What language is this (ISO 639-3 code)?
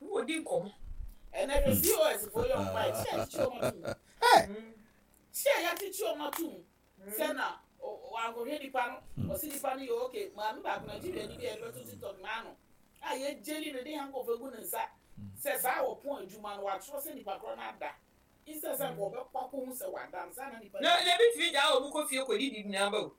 aka